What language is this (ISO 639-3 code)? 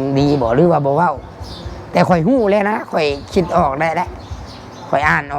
tts